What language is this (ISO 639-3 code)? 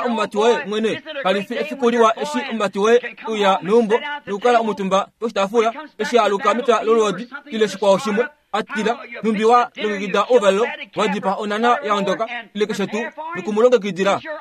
kua